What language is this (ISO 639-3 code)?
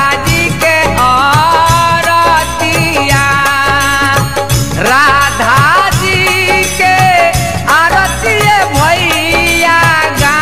bho